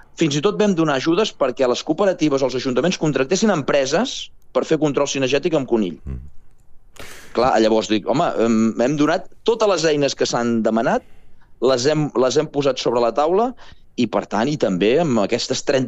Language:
Catalan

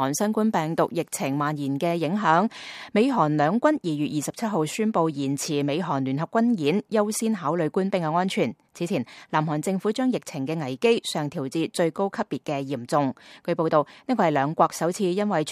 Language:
Cantonese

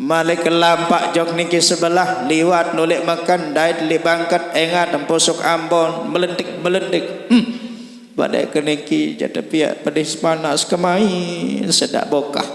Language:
Sasak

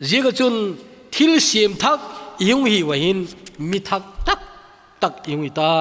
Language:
Thado Chin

